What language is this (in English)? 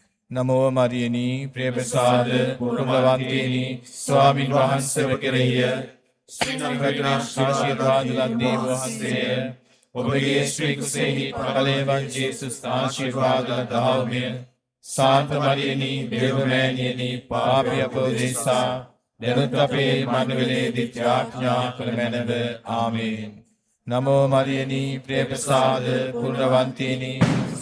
Sinhala